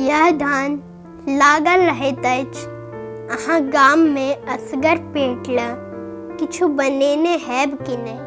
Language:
Maithili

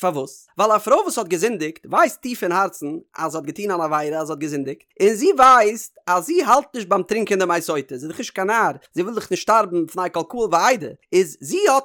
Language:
Yiddish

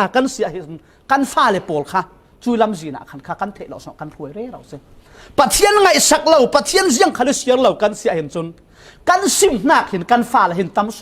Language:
Falam Chin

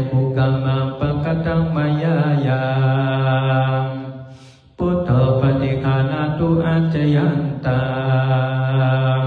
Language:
Pali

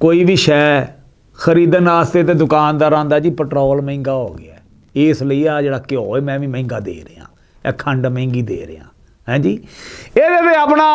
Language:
Western Panjabi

